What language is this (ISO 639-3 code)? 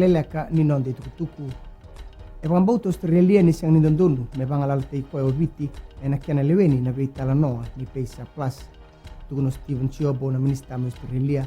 fij